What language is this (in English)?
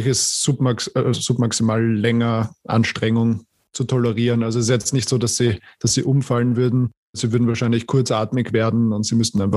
German